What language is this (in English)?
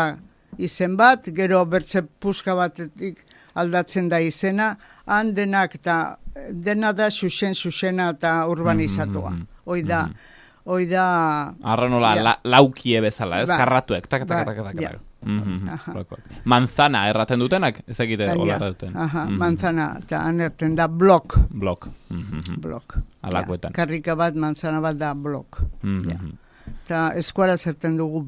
Basque